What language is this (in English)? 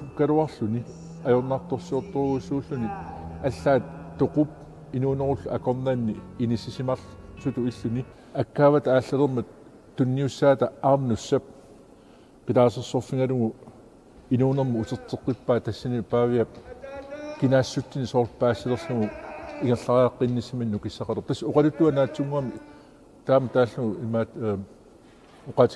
Kalaallisut